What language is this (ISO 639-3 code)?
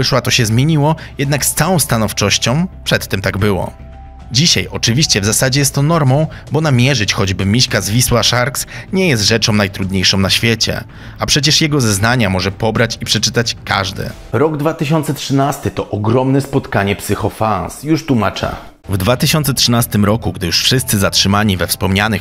pol